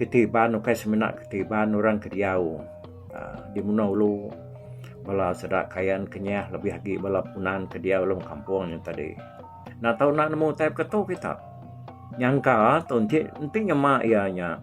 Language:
Iban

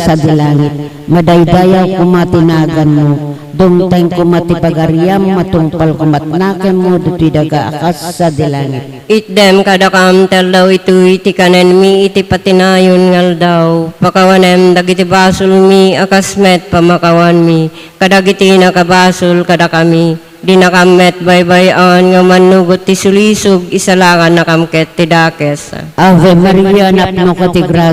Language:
Iloko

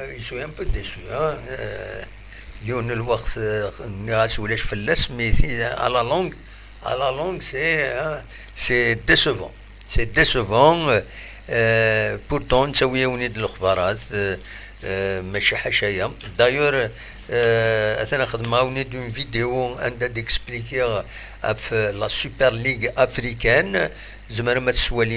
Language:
Kabyle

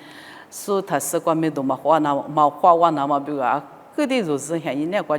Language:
Lisu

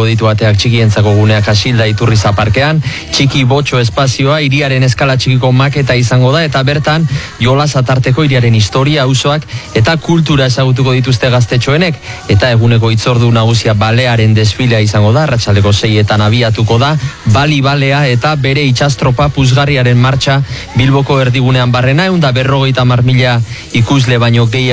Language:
Basque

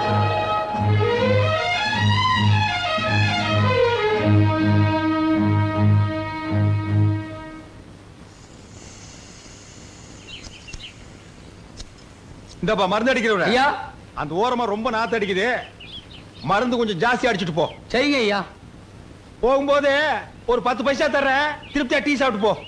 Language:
Tamil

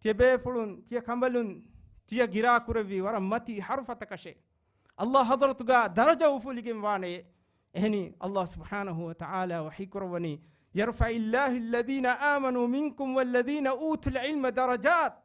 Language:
Divehi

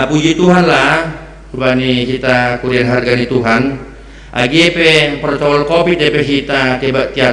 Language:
Batak Simalungun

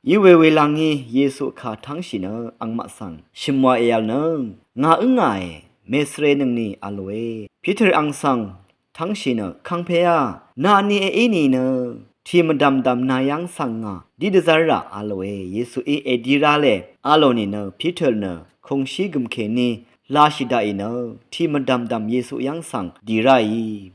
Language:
Rawang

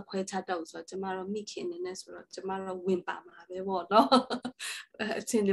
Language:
Burmese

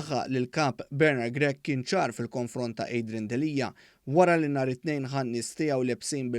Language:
Maltese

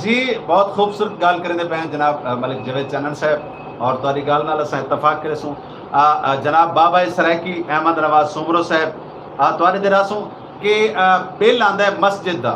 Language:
Saraiki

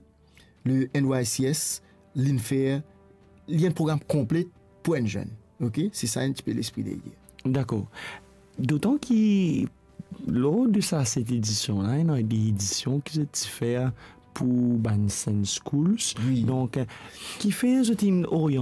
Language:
Morisyen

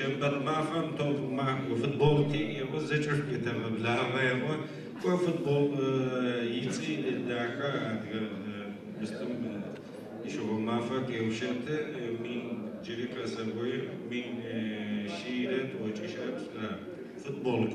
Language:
Adyghe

